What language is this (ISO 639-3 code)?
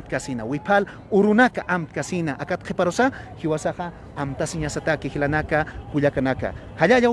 aym